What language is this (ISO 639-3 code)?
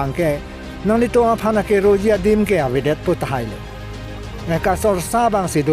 mjw